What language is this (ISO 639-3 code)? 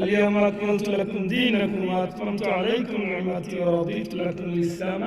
syl